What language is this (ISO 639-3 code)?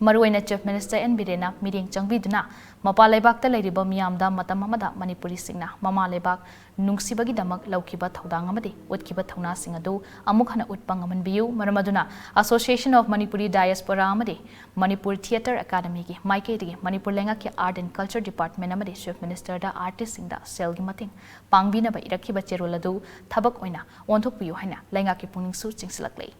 mni